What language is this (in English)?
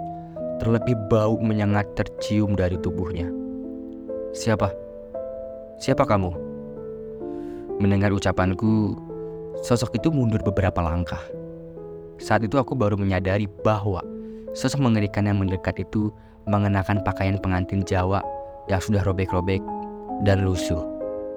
Indonesian